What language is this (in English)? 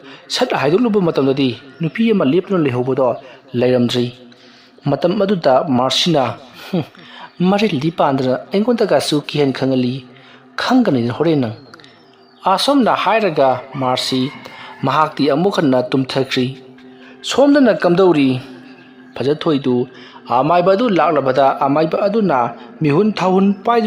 Manipuri